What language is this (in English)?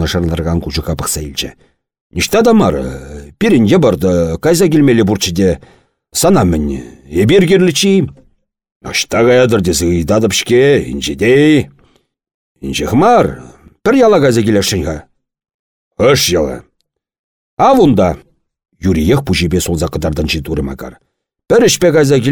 Chuvash